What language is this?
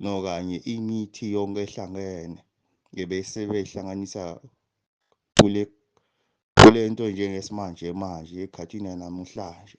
Zulu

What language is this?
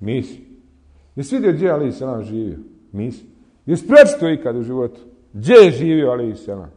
Bosnian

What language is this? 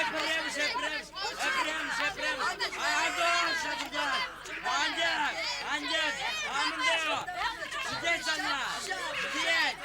Chuvash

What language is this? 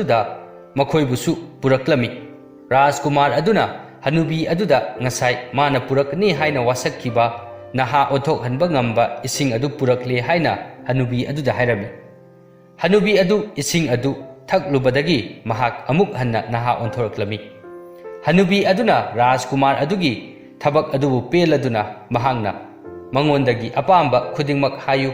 Manipuri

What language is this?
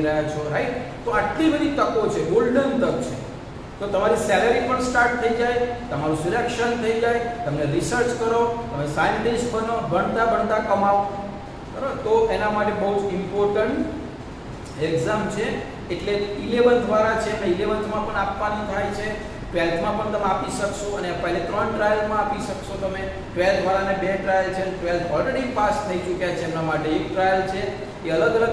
Gujarati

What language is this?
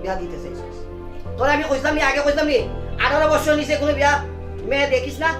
Sylheti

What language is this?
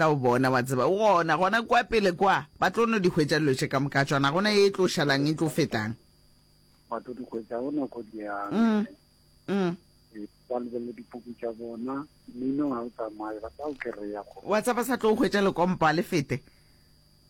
Northern Sotho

